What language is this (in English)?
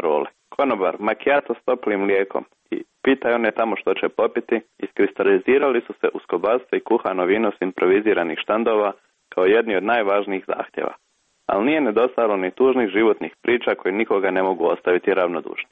Croatian